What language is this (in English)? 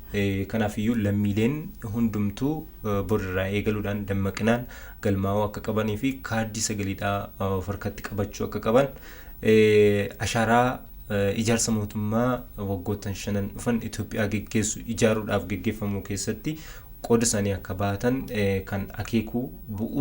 Oromo